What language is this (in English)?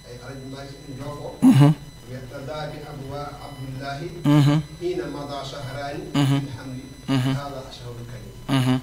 Fula